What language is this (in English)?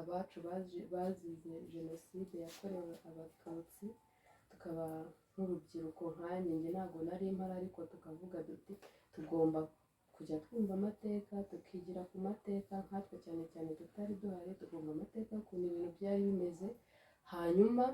Kinyarwanda